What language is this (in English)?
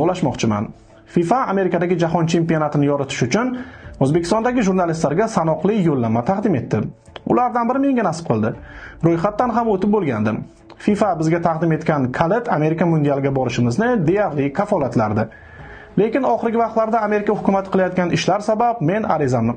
Uzbek